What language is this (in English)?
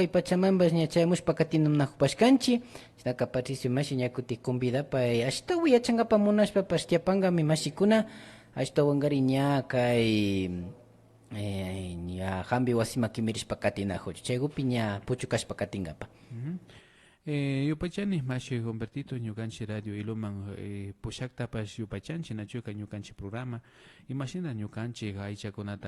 Imbabura Highland Quichua